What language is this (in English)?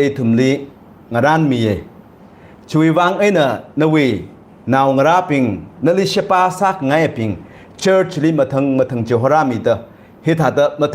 Tangkhul Naga (India)